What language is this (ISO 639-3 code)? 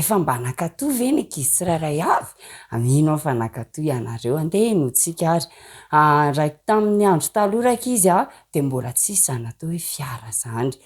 mlg